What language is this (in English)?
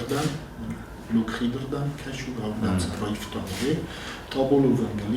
Ossetic